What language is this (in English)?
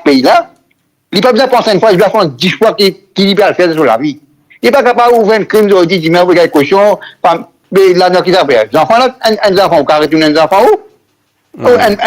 Morisyen